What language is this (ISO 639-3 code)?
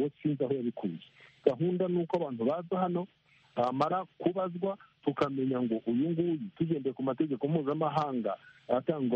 kin